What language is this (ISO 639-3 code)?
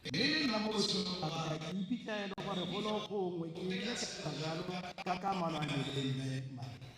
tsn